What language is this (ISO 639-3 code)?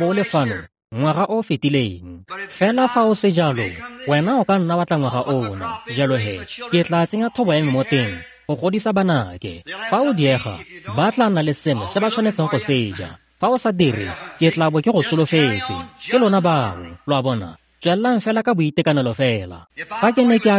tsn